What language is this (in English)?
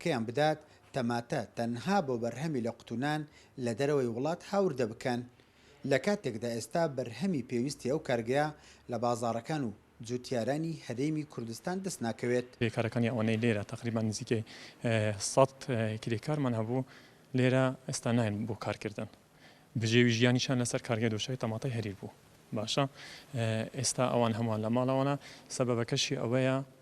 Central Kurdish